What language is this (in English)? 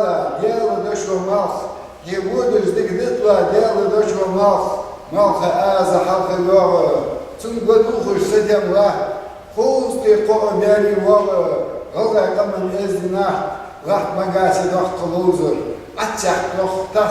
Ingush